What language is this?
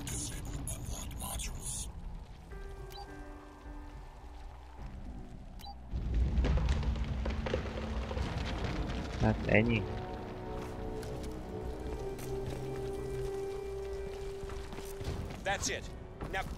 Hungarian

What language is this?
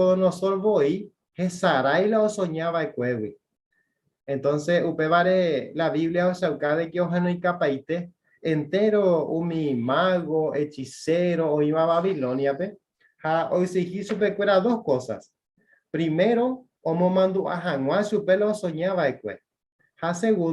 Guarani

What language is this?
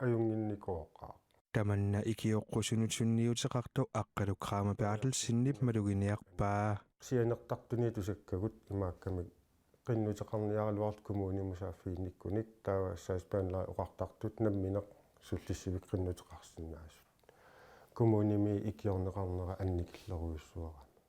Kalaallisut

